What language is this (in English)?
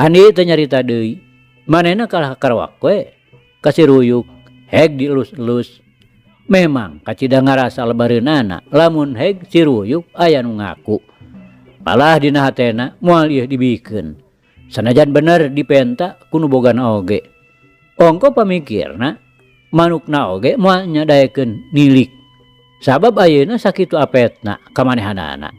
Sundanese